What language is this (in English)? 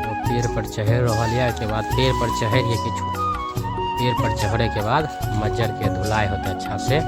Maithili